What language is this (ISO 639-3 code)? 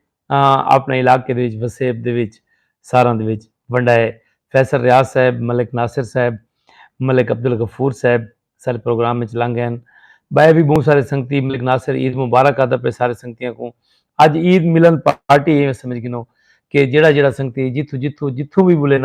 skr